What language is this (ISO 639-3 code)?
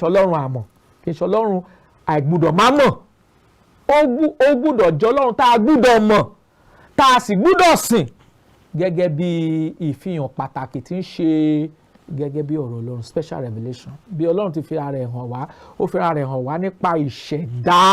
yor